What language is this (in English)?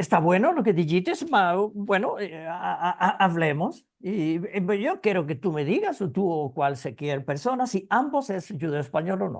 Ladino